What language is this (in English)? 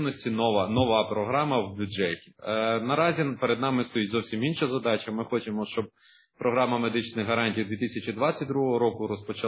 Ukrainian